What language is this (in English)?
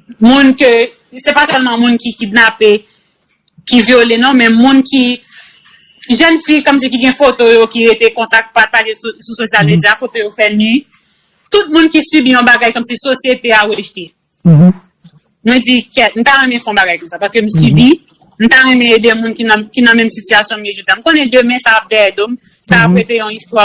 Haitian Creole